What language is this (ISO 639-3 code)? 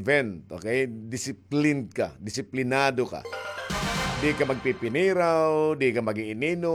war